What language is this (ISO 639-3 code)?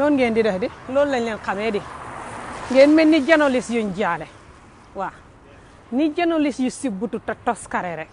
wol